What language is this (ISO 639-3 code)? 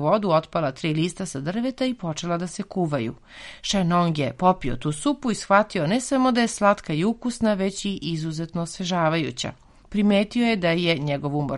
srp